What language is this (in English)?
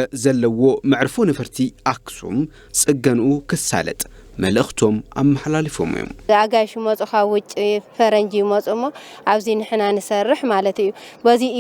Tigrinya